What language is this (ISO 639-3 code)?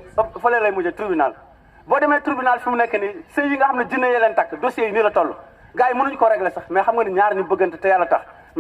wol